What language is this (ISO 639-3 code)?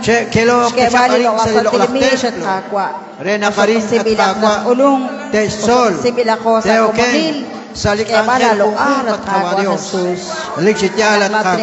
kek